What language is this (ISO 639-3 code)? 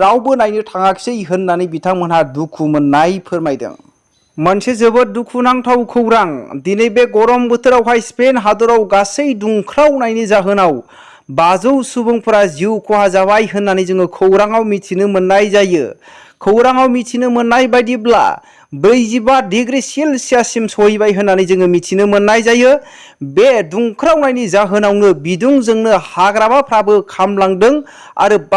brx